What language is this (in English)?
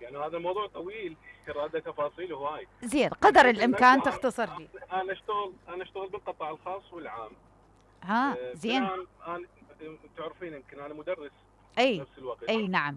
Mesopotamian Arabic